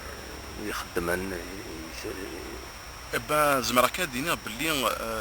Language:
Kabyle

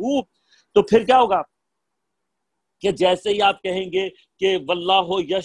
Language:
Urdu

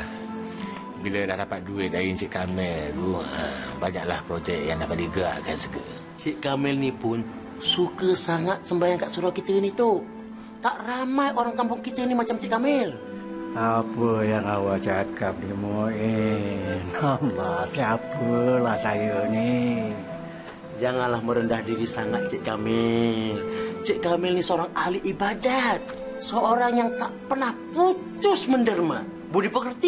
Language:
Malay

